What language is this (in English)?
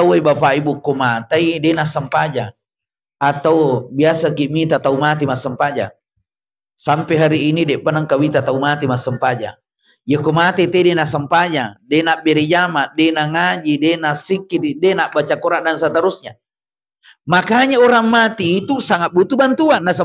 Buginese